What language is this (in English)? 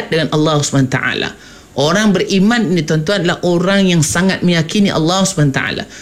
Malay